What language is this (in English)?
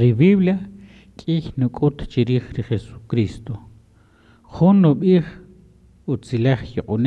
Kaqchikel